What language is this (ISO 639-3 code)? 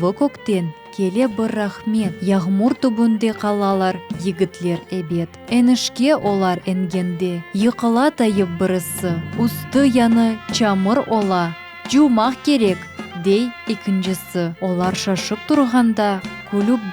crh